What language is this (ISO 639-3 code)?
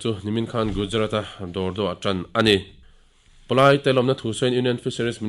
lus